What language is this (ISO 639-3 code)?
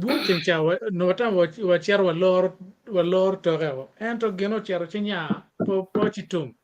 ach